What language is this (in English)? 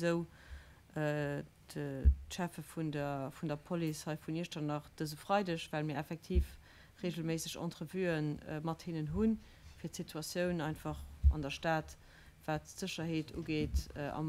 Luxembourgish